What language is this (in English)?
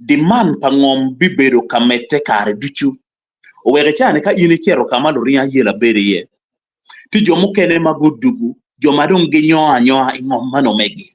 Acoli